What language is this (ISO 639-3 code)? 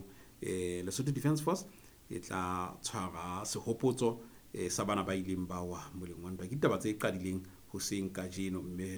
sot